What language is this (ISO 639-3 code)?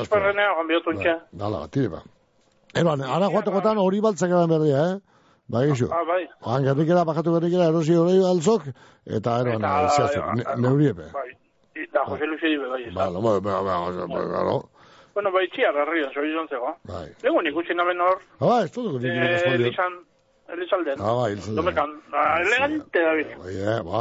eus